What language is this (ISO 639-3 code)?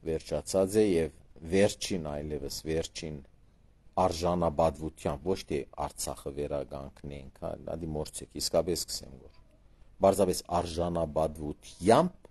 hye